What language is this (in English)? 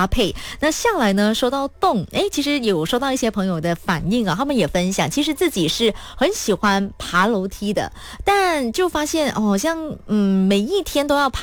Chinese